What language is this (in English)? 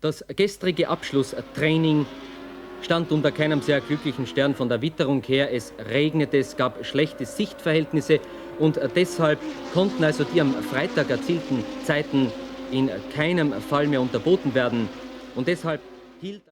Bavarian